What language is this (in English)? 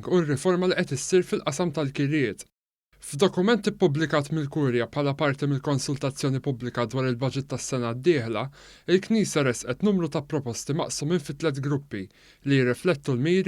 Maltese